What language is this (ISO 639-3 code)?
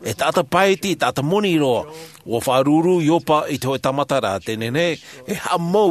tah